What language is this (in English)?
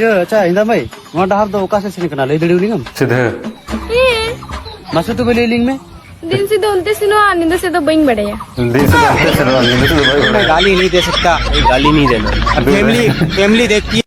Santali